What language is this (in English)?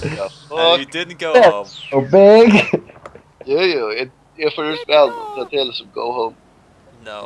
Faroese